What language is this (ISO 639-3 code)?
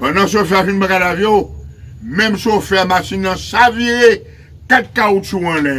hat